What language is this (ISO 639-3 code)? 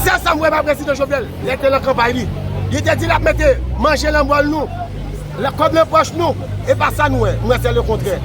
hat